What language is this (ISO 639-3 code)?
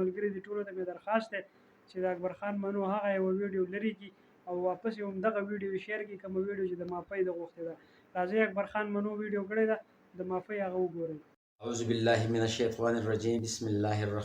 pus